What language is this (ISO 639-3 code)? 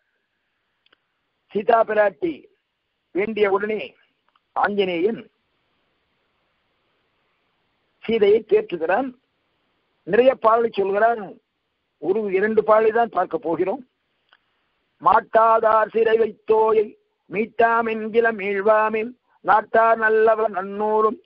tam